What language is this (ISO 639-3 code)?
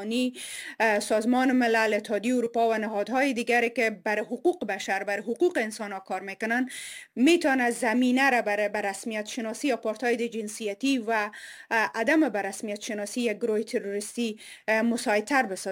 fas